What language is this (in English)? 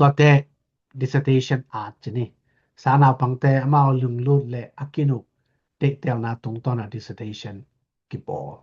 Tedim Chin